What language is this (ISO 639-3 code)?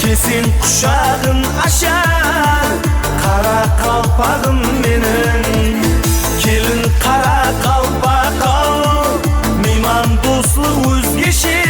kaa